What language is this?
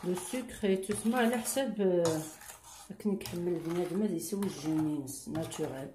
Kabyle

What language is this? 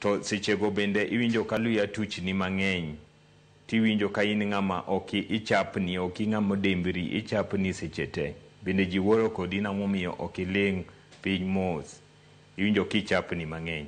Luo (Kenya and Tanzania)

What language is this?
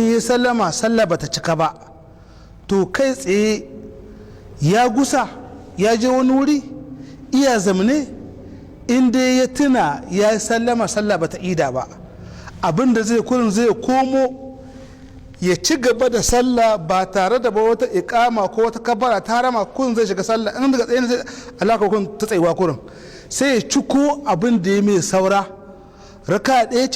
Hausa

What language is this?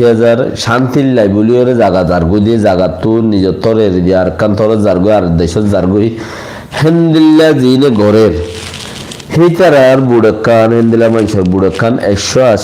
Rohingya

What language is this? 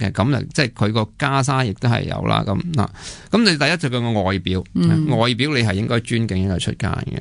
Cantonese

